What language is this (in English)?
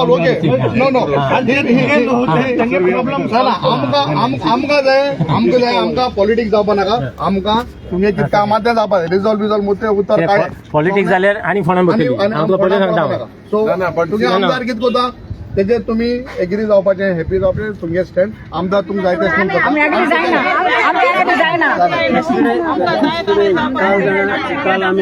Konkani